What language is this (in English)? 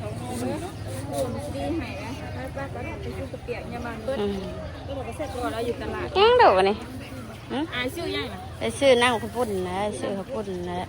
Northeastern Thai